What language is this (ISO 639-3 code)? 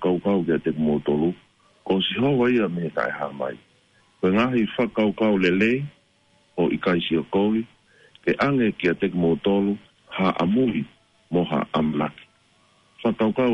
ton